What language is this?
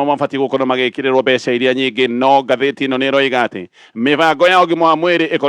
Kikuyu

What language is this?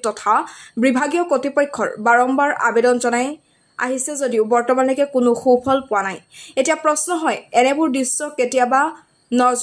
Assamese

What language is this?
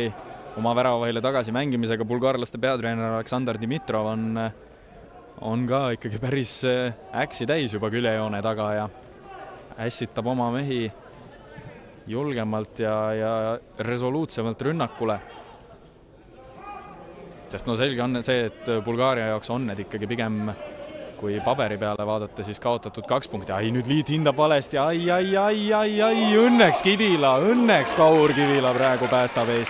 Estonian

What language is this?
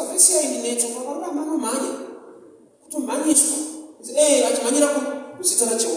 Shona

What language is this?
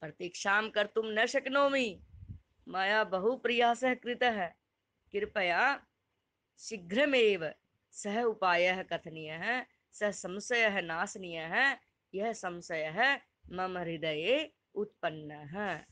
Sanskrit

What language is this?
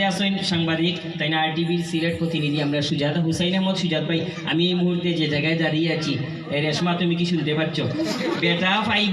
Sylheti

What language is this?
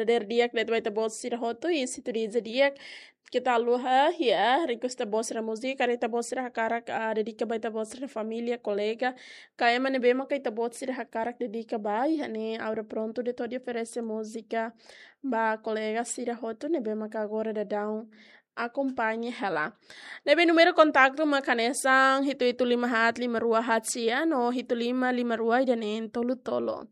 Tetum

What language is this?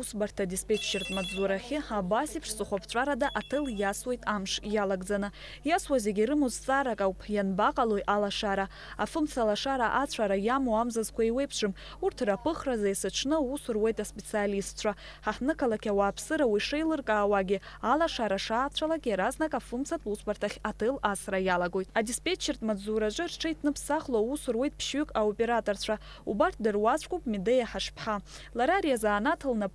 Abkhazian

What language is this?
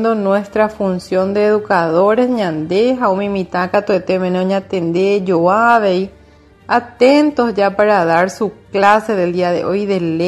Guarani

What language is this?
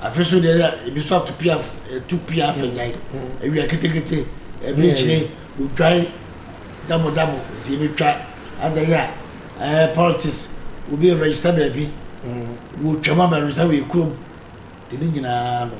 Akan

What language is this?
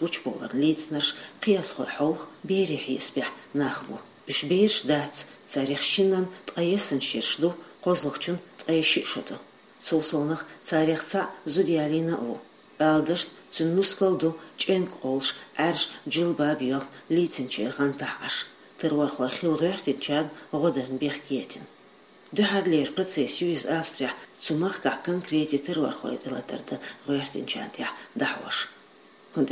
Chechen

